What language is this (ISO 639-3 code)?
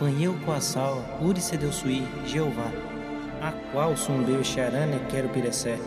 yrl